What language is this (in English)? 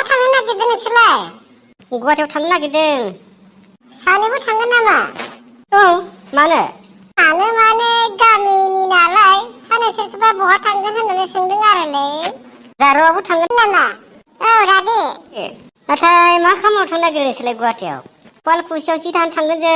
Bodo